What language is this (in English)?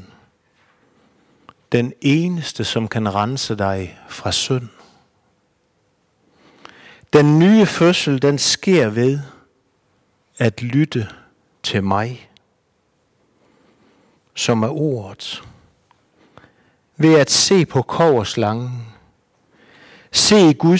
Danish